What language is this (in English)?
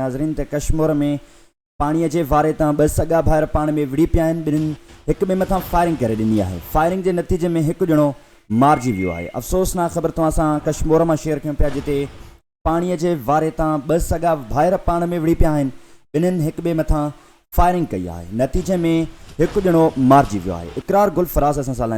Sindhi